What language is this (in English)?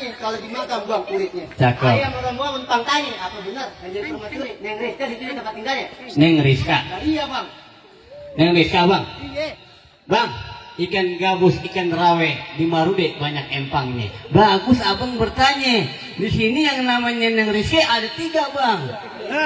Betawi